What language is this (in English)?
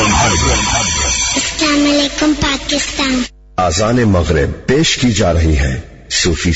Urdu